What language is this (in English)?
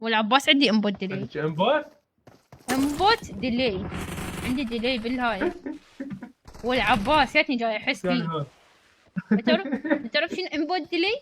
Mesopotamian Arabic